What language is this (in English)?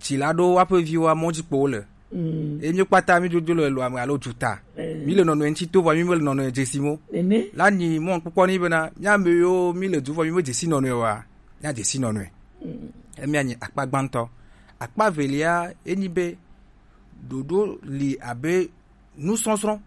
Gen